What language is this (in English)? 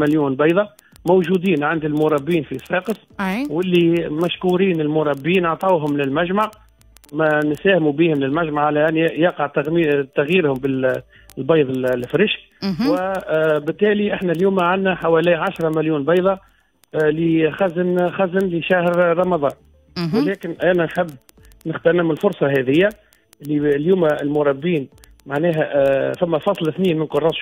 Tunisian Arabic